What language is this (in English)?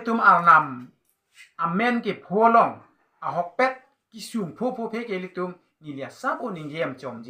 Karbi